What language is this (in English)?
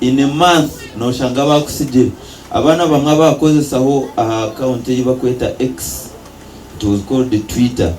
Nyankole